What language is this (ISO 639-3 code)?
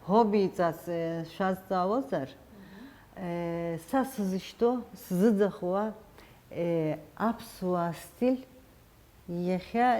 abk